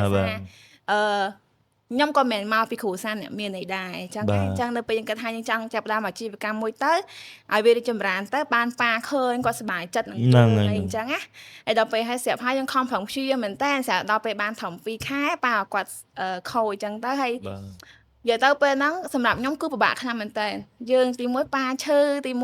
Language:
Khmer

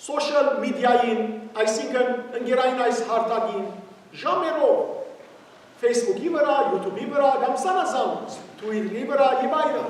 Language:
Western Armenian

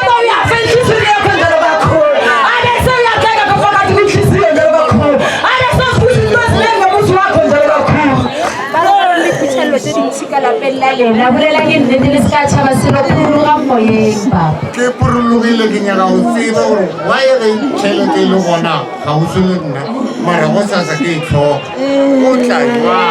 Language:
Northern Sotho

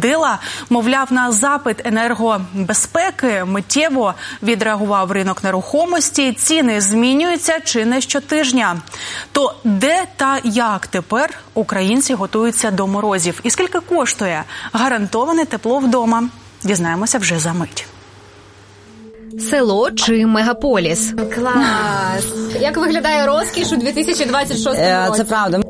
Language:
Ukrainian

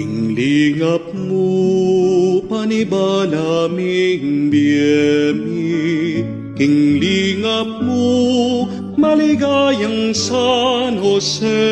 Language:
Pampanga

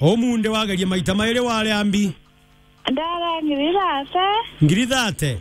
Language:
Meru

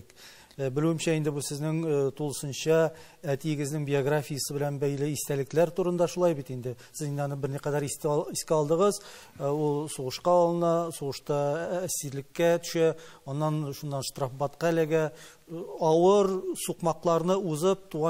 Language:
Tatar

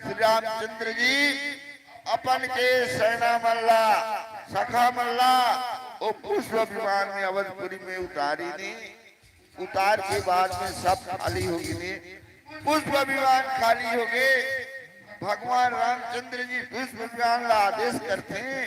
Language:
Chhattisgarhi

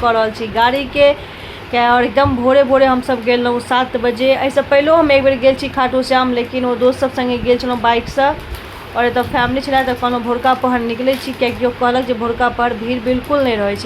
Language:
Maithili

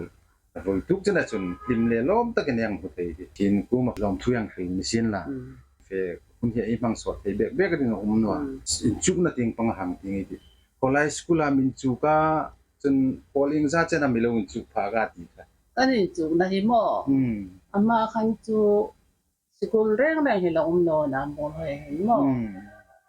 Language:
Hmar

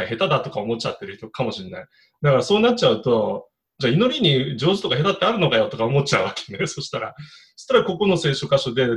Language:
Japanese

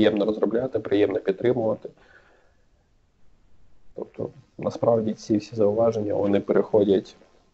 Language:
Ukrainian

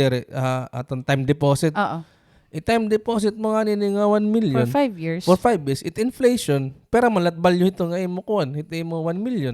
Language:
Waray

